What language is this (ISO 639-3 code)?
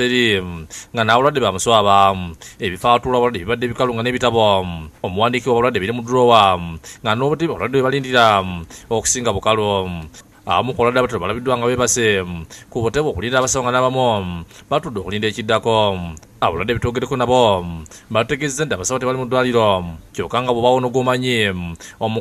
lug